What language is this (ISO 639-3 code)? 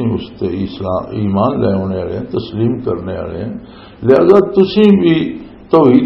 lah